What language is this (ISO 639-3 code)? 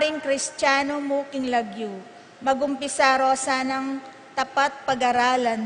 pam